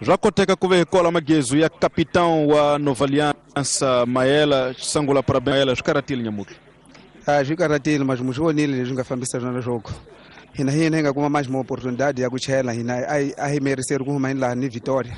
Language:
Tsonga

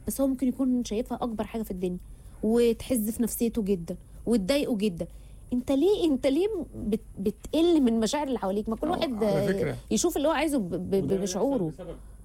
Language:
Egyptian Arabic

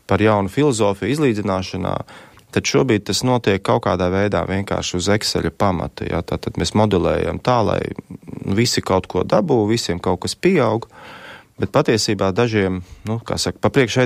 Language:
Latvian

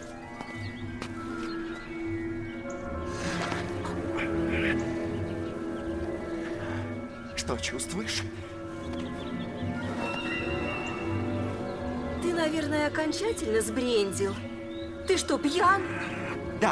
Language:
Russian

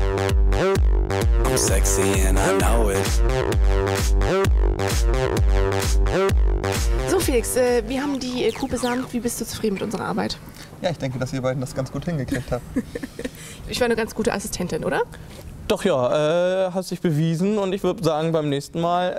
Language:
German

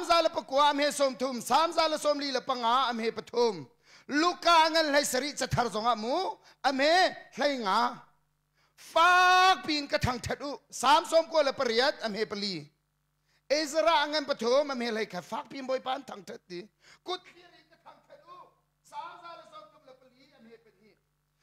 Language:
Hakha Chin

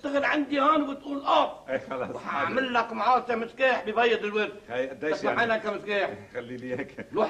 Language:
North Levantine Arabic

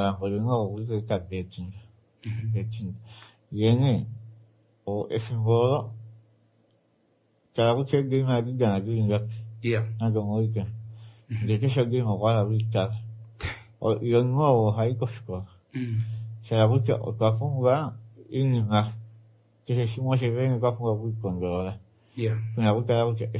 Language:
Swahili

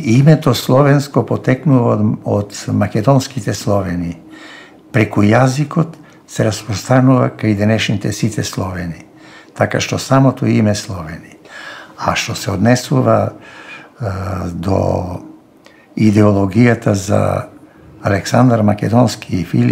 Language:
Macedonian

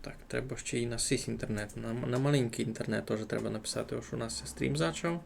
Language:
Rusyn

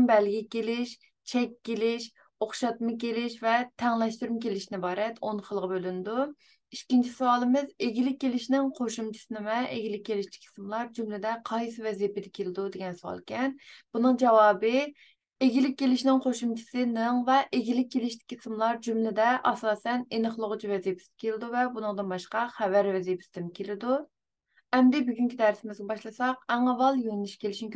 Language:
Uyghur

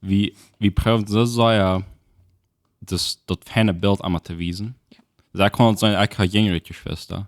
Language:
Plautdietsch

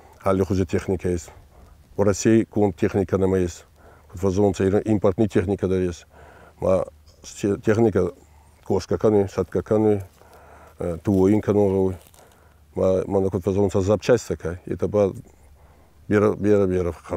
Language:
Ossetic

